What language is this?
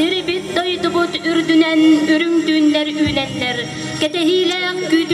Yakut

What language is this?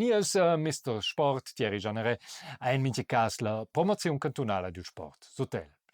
Romansh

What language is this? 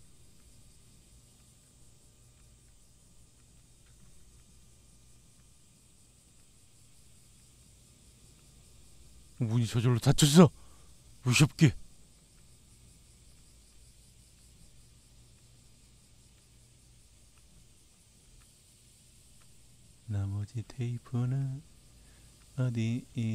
Korean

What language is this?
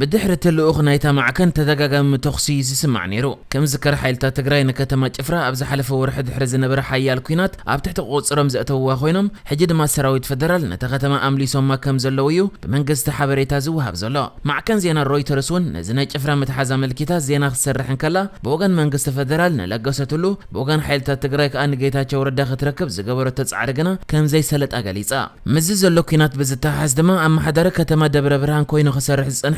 Tigrinya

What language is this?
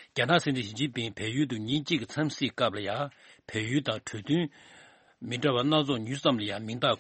Tibetan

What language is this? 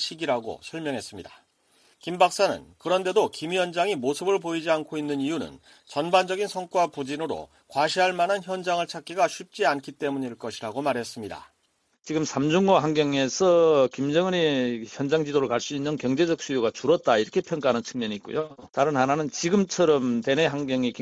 Korean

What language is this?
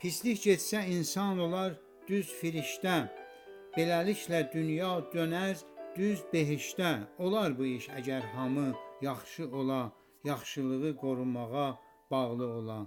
South Azerbaijani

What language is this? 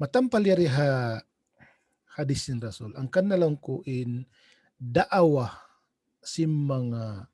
Tausug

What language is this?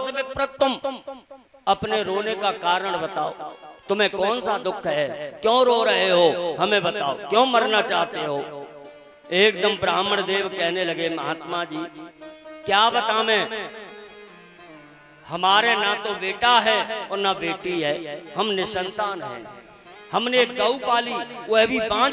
Hindi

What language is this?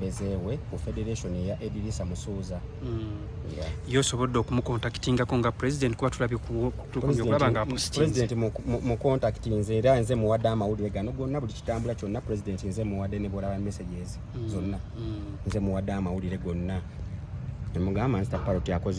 Ganda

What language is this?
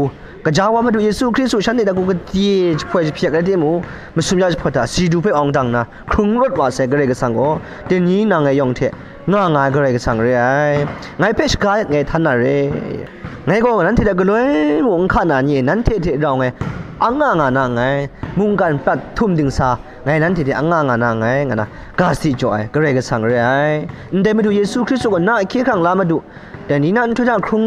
Kachin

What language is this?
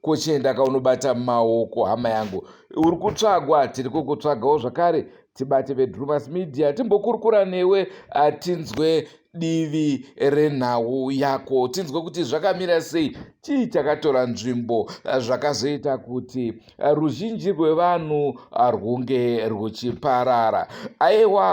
Shona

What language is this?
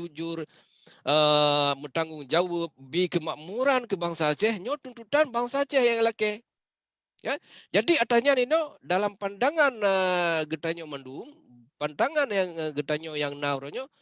Achinese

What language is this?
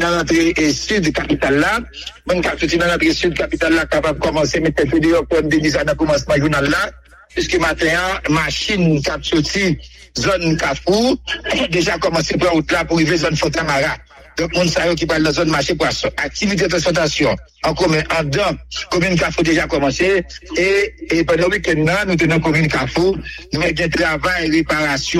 Haitian Creole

